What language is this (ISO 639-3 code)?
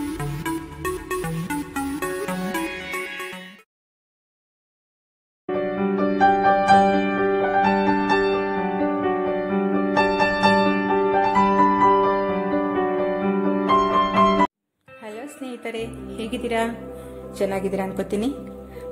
kan